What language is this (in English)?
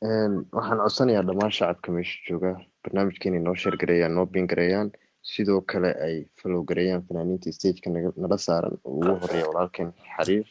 Somali